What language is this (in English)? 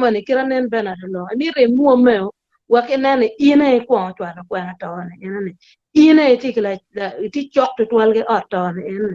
Acoli